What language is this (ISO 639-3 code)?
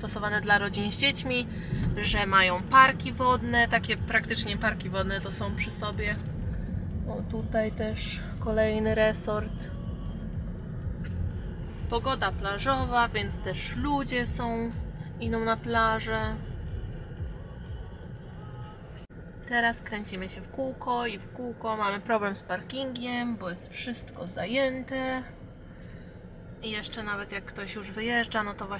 pol